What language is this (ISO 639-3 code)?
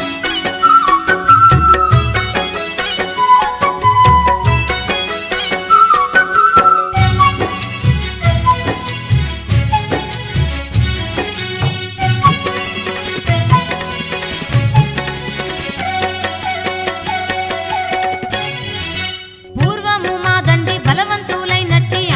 tel